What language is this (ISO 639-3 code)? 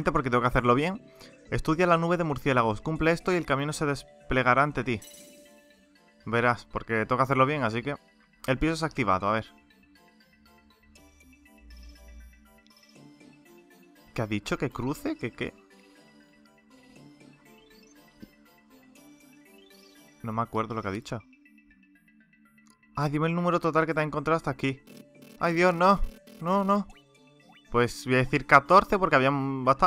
spa